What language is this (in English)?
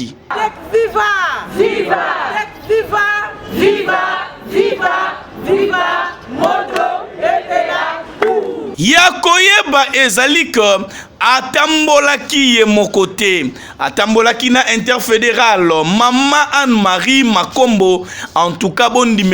Lingala